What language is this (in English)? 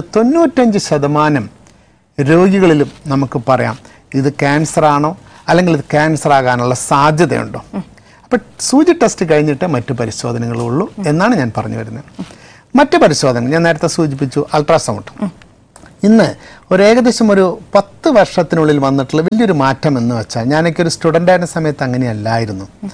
Malayalam